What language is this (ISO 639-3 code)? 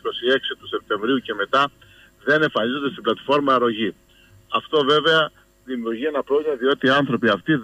ell